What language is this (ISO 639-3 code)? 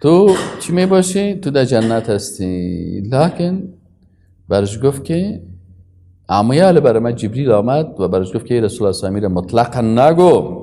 fas